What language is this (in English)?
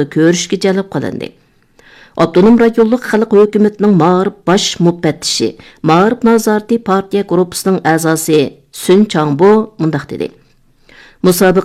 Uyghur